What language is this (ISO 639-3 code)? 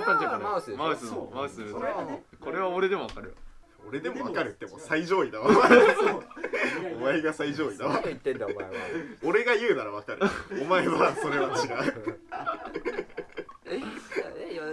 jpn